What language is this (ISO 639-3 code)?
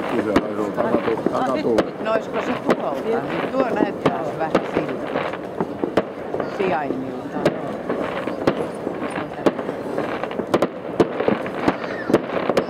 fin